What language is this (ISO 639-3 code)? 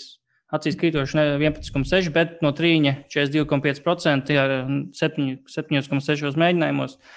lav